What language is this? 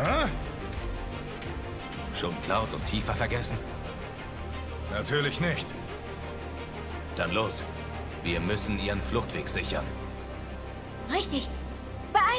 German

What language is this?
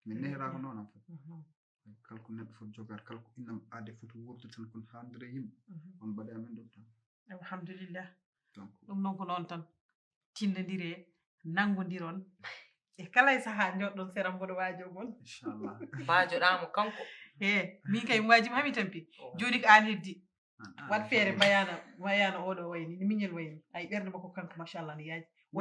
Fula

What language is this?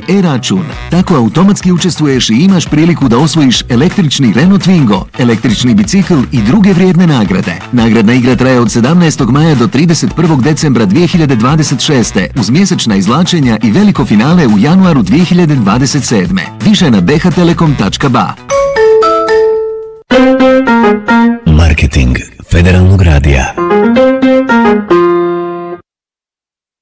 Bosnian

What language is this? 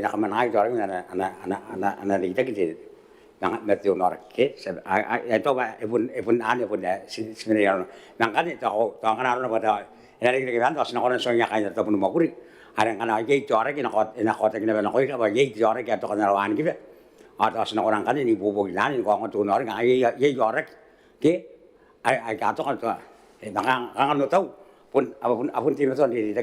Gilbertese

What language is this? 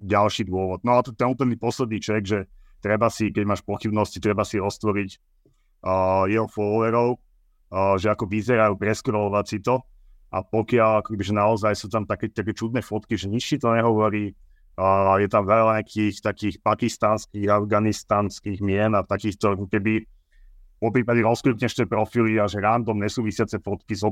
Slovak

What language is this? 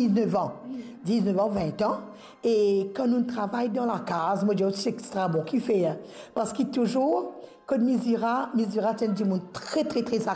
Morisyen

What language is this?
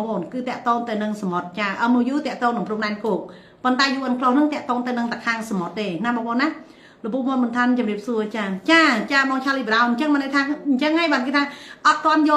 Khmer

